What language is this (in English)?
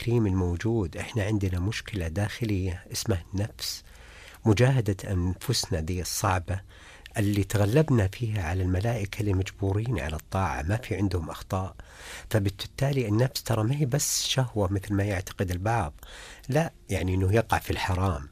Najdi Arabic